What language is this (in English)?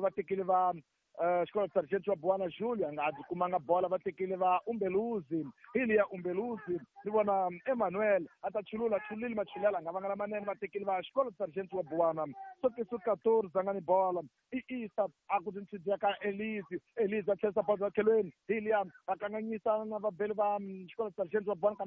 Tsonga